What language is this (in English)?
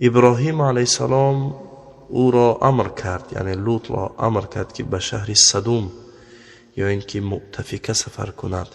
Tajik